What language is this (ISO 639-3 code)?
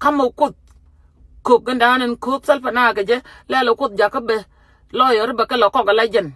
nus